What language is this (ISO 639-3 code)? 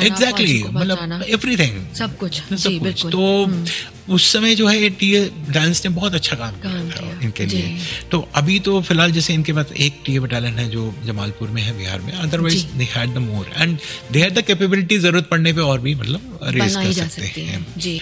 hin